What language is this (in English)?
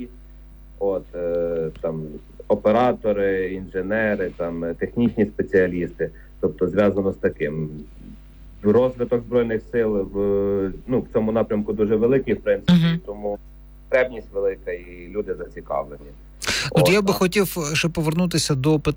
Ukrainian